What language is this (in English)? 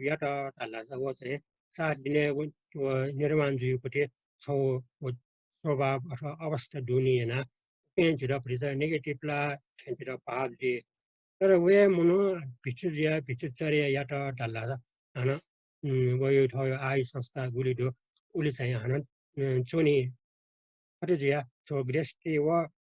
Newari